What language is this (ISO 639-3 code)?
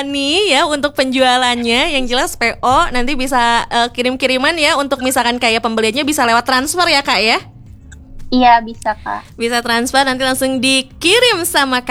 ind